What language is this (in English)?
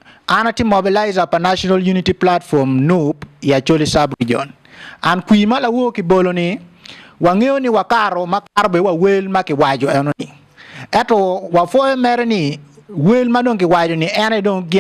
Acoli